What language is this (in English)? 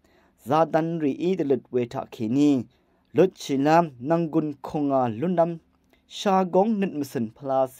Rawang